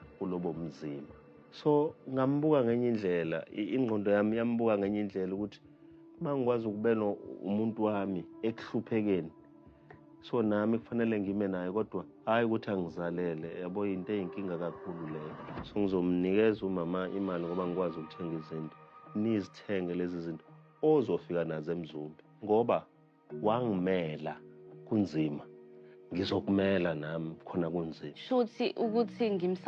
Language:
Zulu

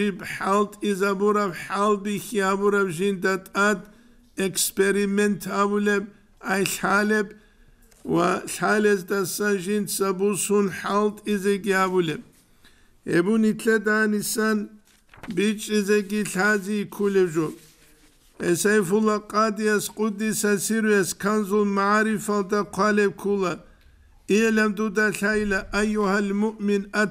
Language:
Avaric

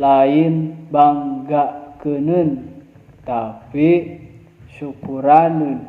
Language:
Sundanese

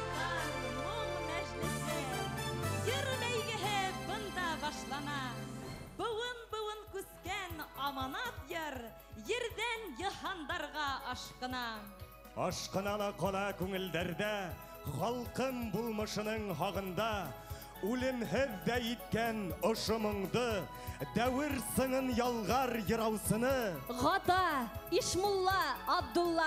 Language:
Bashkir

